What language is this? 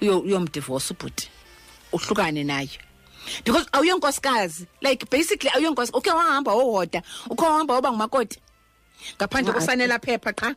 Xhosa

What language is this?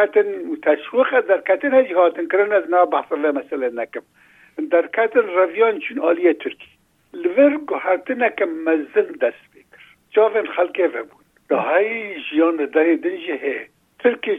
Kurdish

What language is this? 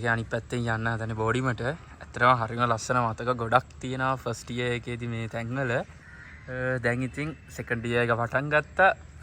Sinhala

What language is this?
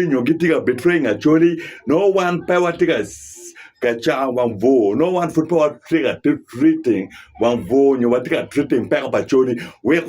Acoli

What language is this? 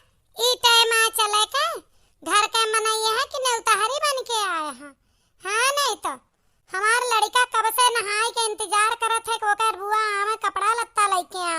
Awadhi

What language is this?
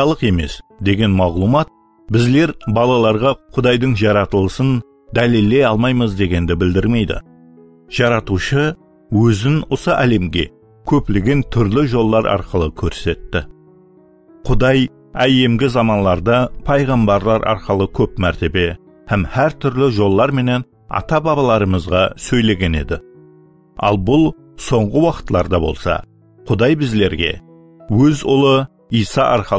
Kara-Kalpak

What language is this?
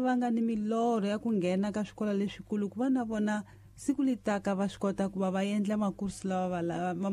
Tsonga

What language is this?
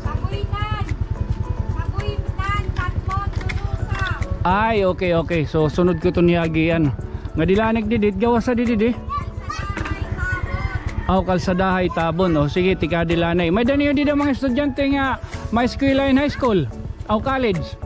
Waray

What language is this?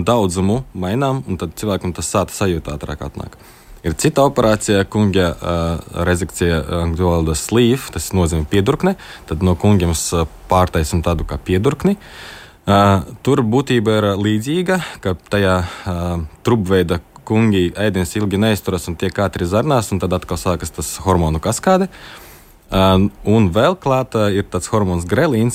Latvian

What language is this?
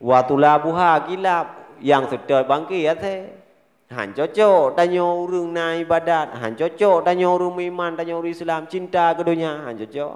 Achinese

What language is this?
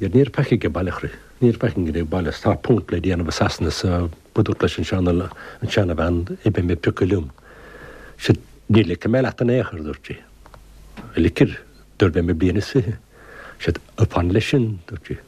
Irish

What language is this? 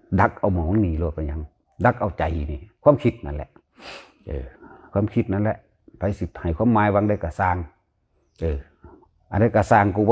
Lao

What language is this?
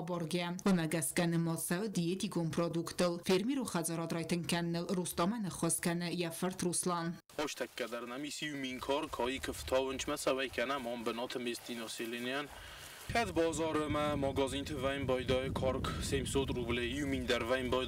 Ossetic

